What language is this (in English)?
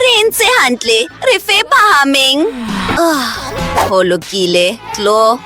Southern Sotho